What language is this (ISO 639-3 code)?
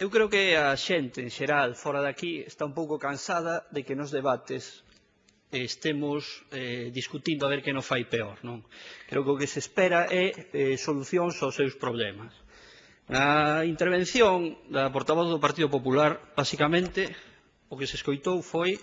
glg